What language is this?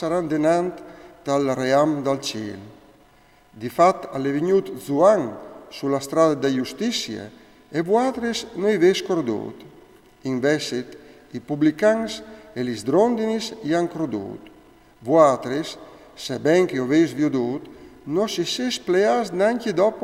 Friulian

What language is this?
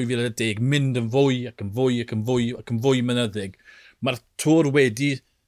Welsh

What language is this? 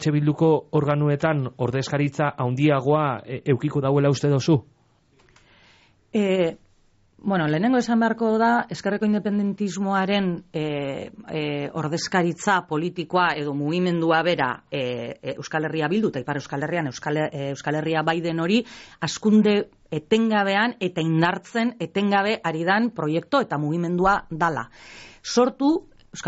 Basque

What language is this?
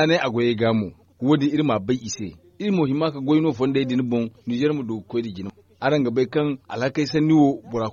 Zarma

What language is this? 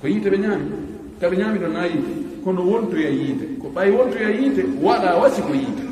Fula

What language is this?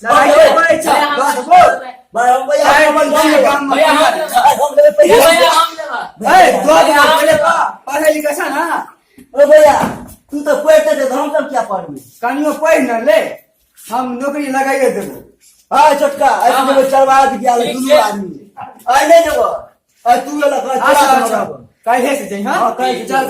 Maithili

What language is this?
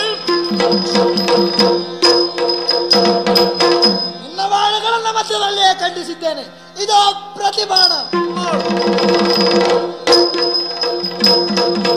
Kannada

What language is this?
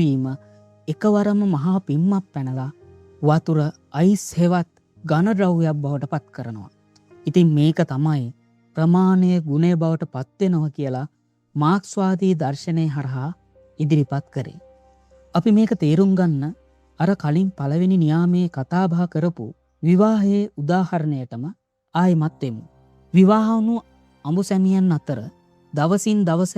Sinhala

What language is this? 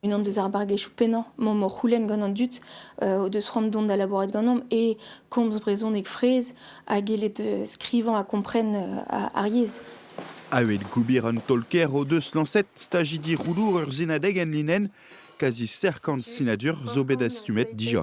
Breton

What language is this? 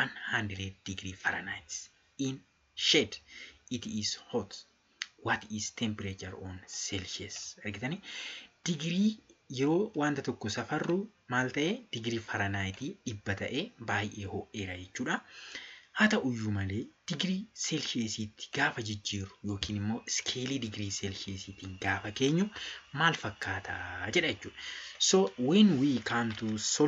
Oromo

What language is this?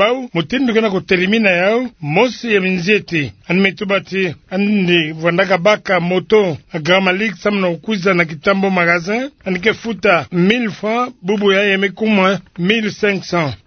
Kituba (Democratic Republic of Congo)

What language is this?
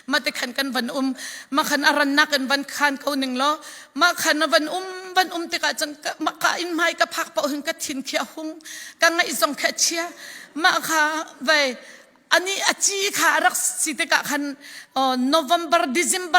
Falam Chin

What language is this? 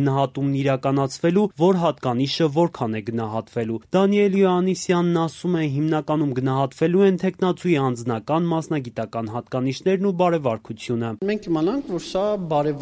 Armenian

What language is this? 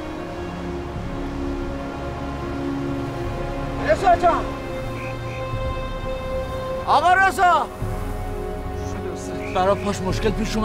Persian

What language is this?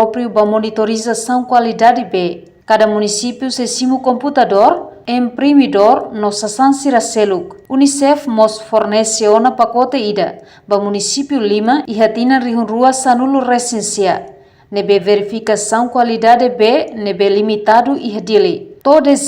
Tetum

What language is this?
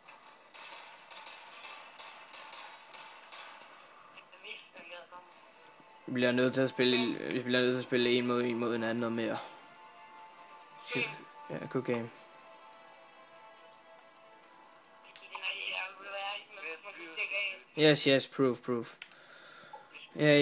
Danish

